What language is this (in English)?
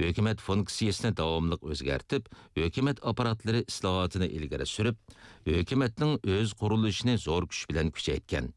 Uyghur